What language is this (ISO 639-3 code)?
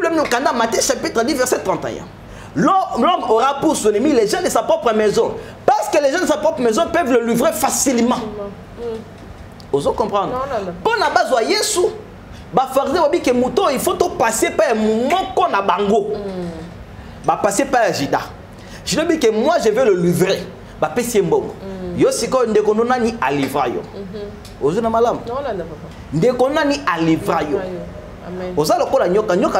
lin